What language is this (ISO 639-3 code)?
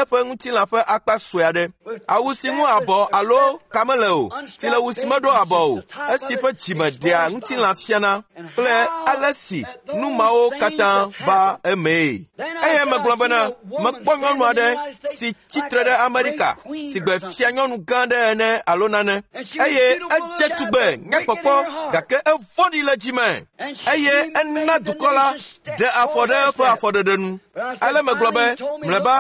ewe